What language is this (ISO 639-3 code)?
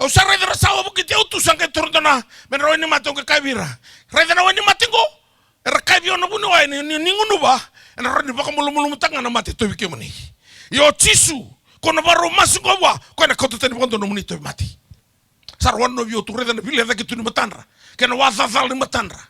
fij